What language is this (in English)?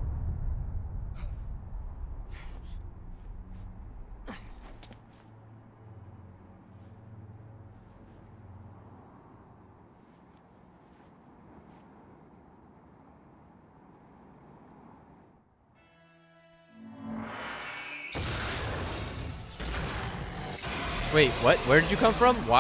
English